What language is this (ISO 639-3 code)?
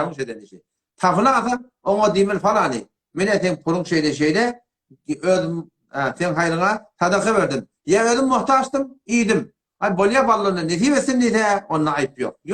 tuk